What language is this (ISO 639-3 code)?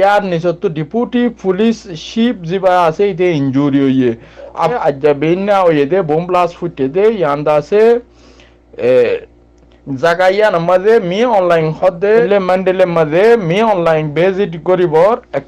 rhg